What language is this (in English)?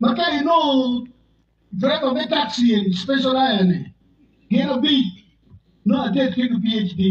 Acoli